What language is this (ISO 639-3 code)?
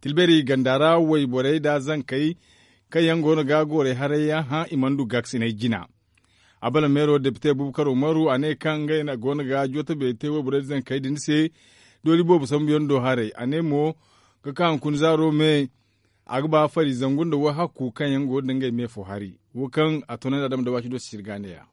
dje